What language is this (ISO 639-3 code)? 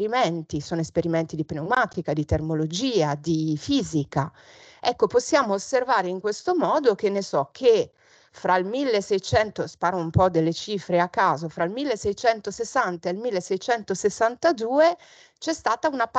ita